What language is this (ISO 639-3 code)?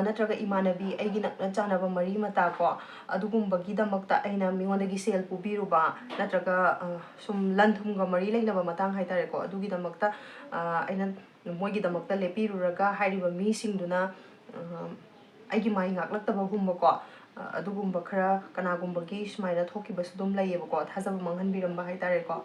mni